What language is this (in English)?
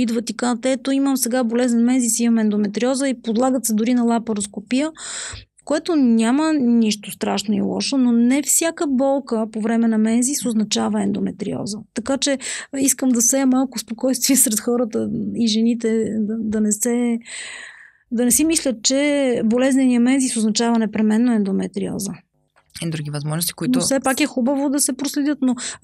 Bulgarian